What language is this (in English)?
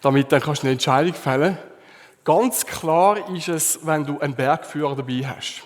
Swiss German